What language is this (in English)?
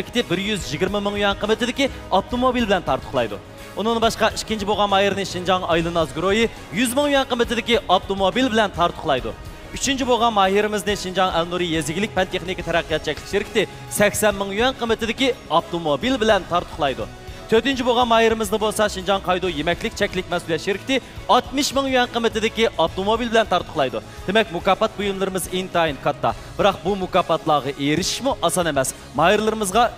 Uyghur